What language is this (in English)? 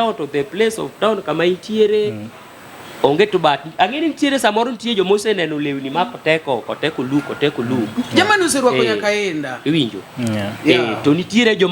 Luo (Kenya and Tanzania)